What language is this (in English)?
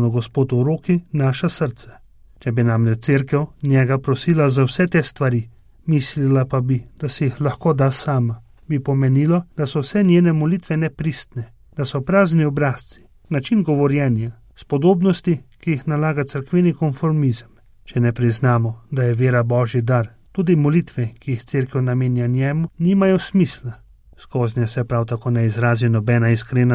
Slovenian